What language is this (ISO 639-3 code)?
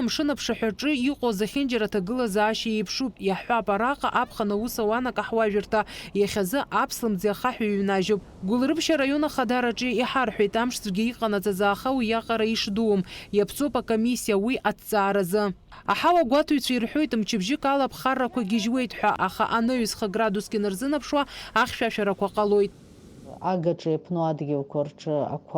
abk